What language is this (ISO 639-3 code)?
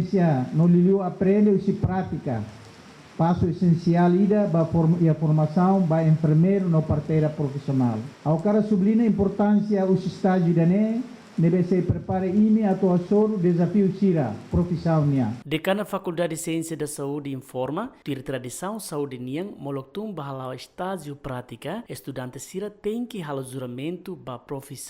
tet